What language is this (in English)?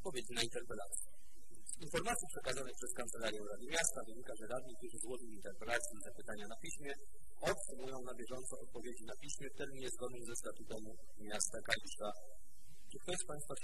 Polish